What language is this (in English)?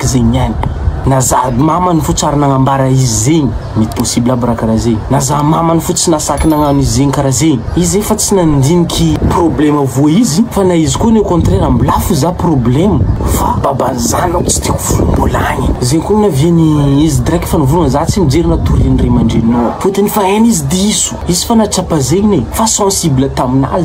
Malagasy